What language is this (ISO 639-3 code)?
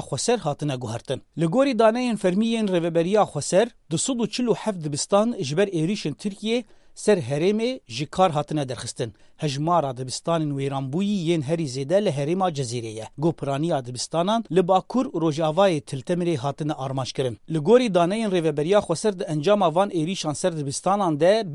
kur